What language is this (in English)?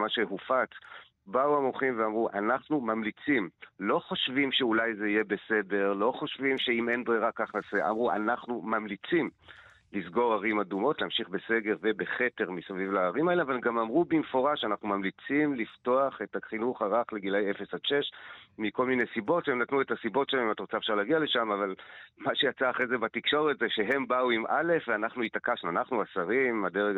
Hebrew